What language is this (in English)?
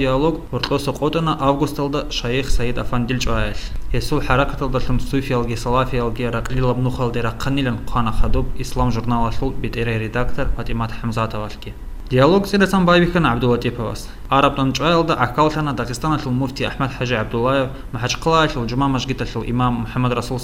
Avaric